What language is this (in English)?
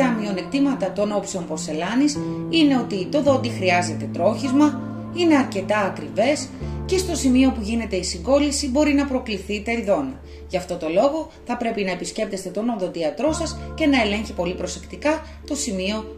Greek